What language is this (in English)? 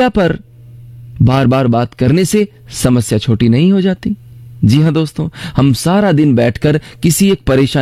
Hindi